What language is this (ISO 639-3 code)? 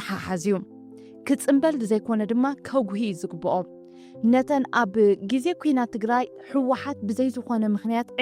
tir